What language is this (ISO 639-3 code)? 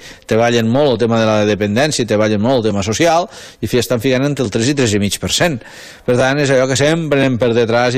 cat